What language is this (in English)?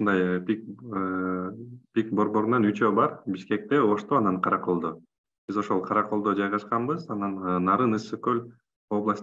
Kyrgyz